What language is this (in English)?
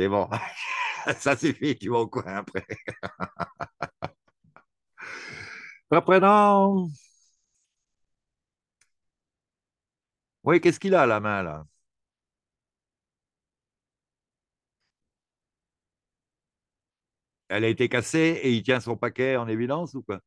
French